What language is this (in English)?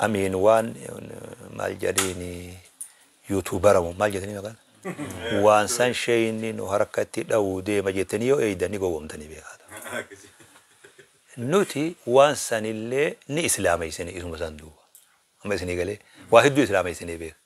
Oromo